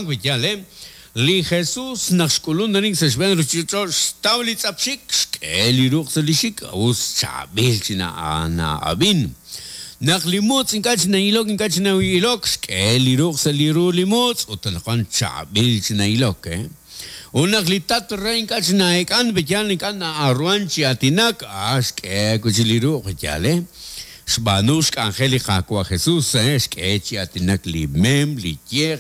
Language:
Kekchí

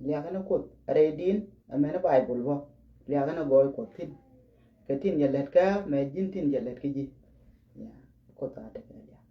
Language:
Nuer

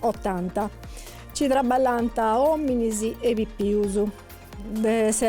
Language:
Sardinian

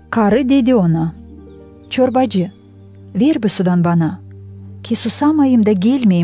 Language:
Gagauz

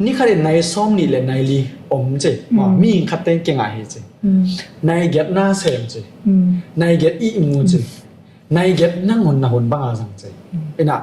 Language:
Tedim Chin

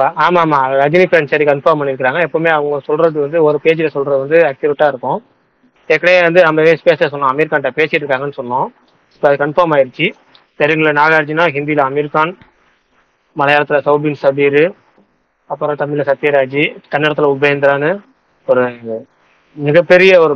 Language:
Tamil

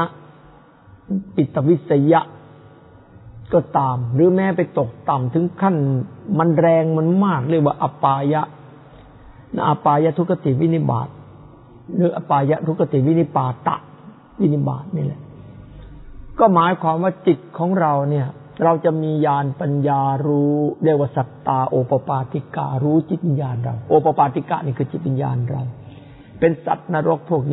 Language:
Thai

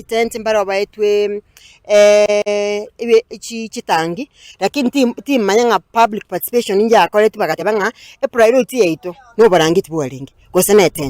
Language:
Gusii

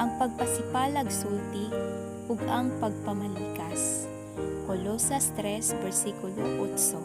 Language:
Cebuano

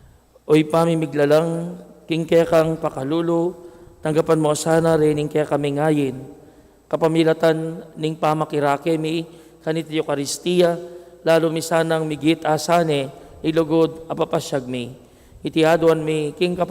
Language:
Pampanga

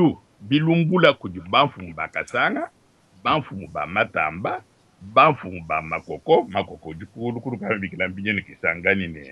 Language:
Luba-Lulua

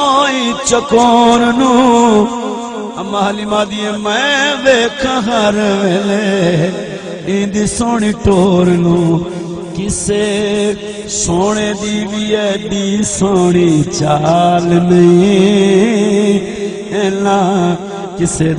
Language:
Saraiki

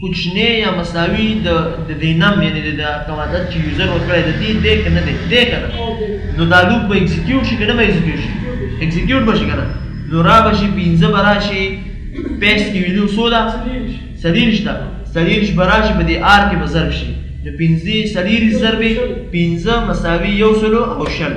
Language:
Pashto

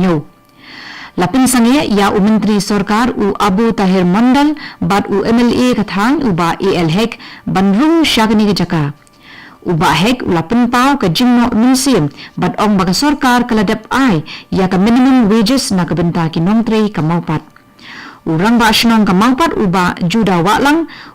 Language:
Khasi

